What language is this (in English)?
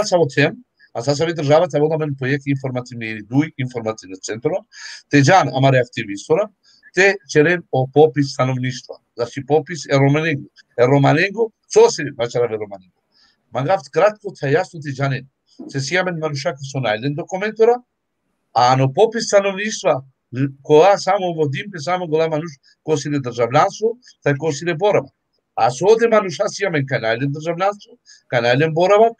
Balkan Romani